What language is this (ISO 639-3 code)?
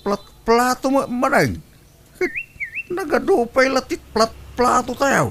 ilo